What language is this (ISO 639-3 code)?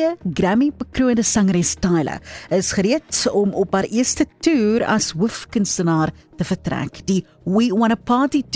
afr